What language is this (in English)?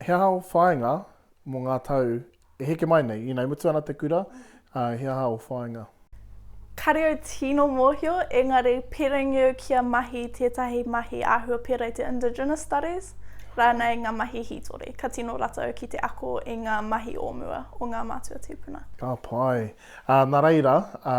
Māori